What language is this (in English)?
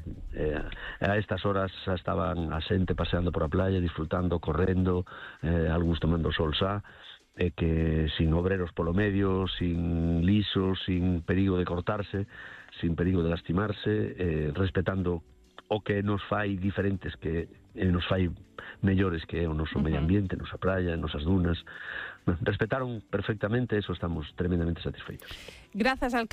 Galician